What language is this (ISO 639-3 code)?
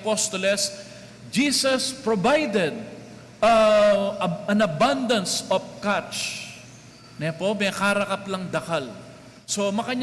pam